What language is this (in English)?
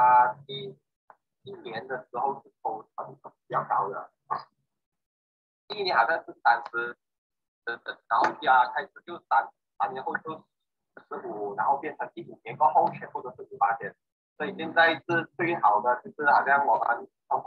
Chinese